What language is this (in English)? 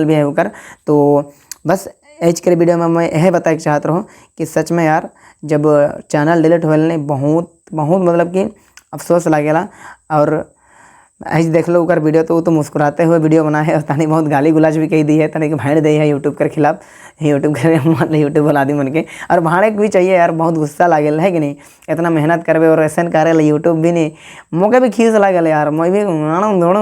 Sadri